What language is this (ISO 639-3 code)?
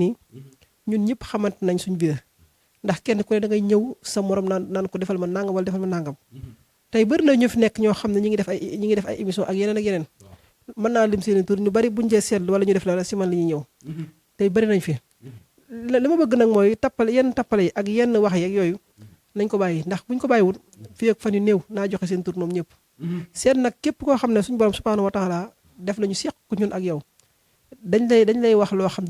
wol